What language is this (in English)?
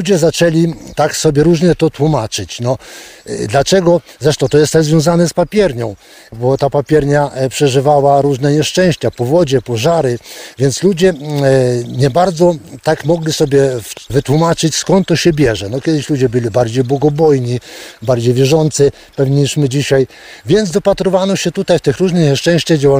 Polish